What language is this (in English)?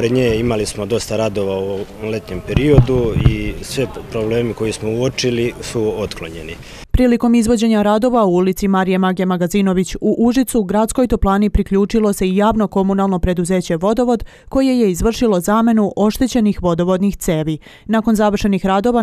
Serbian